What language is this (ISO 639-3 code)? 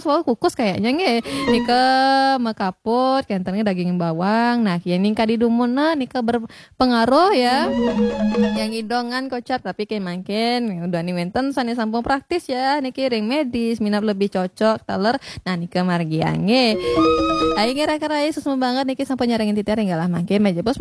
ban